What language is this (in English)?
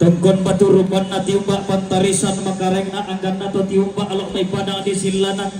Toraja-Sa'dan